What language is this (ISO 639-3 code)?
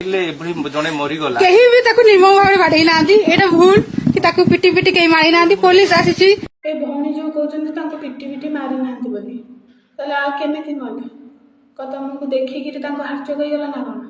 ori